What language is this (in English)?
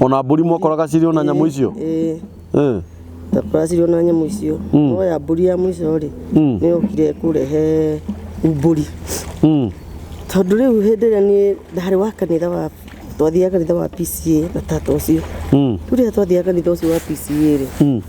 Kikuyu